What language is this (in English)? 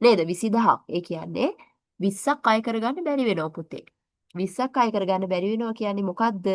Sinhala